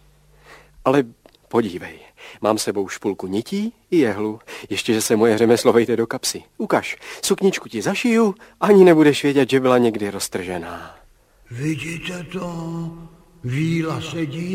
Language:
Czech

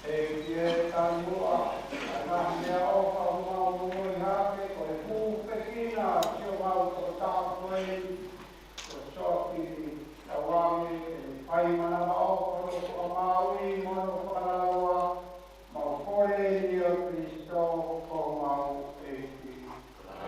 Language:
Tongan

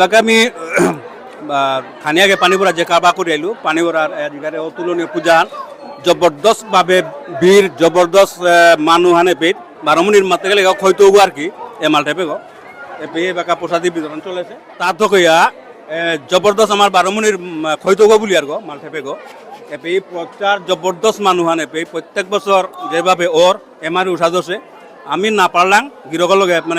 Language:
Bishnupriya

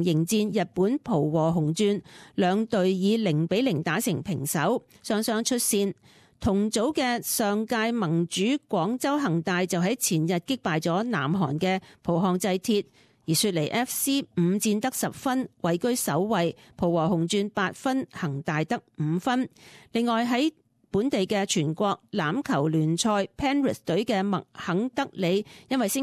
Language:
Cantonese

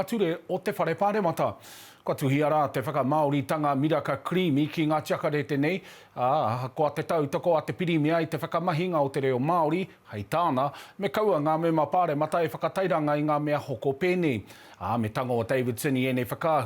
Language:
Māori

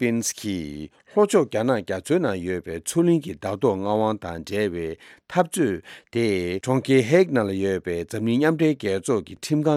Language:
Tibetan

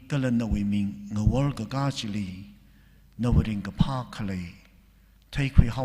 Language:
Tangkhul Naga (India)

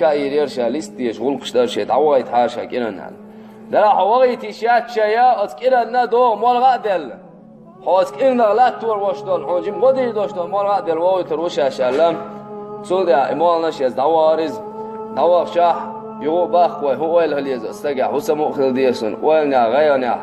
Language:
Chechen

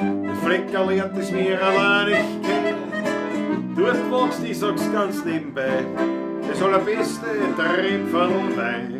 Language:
Bavarian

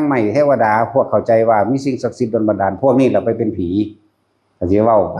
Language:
Northeastern Thai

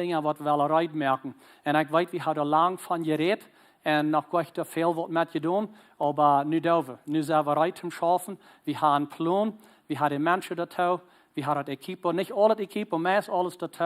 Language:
Plautdietsch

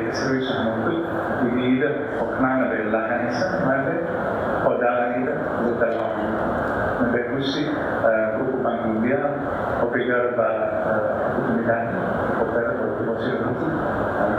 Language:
Tetum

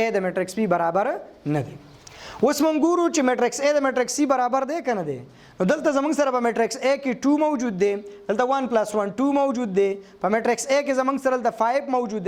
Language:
Pashto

